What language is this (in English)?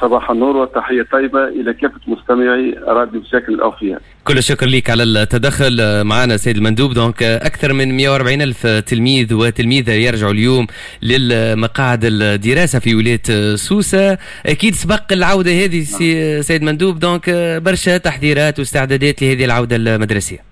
Tunisian Arabic